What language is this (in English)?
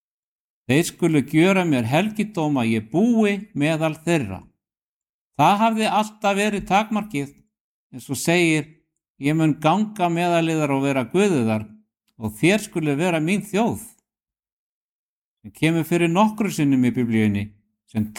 Icelandic